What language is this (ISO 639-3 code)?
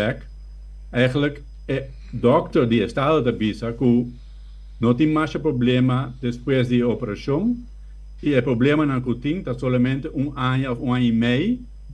pap